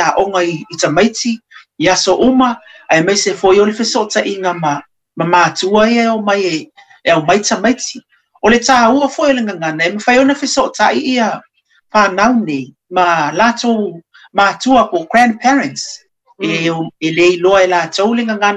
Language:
Samoan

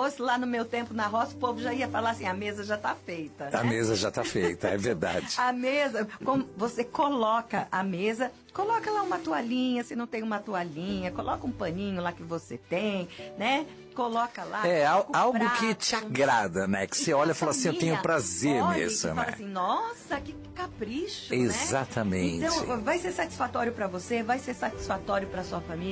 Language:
Portuguese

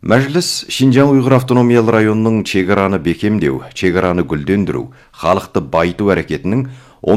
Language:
Kazakh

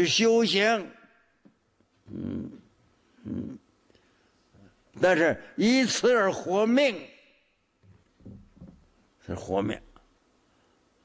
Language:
Chinese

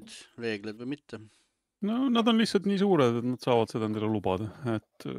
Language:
Estonian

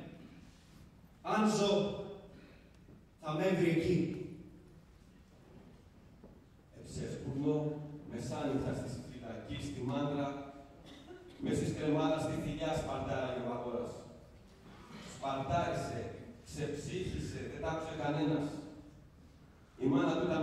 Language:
Greek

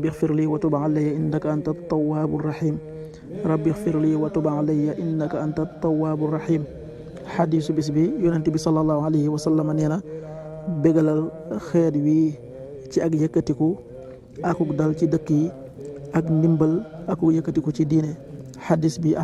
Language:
Wolof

